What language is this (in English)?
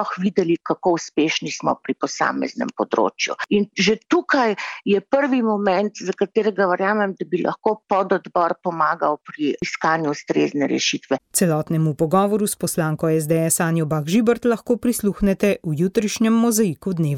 Slovenian